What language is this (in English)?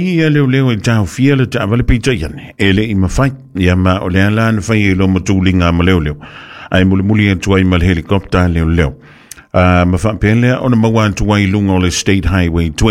Samoan